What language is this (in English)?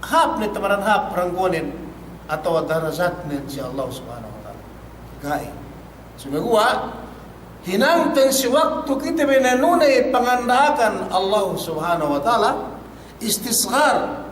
Yakan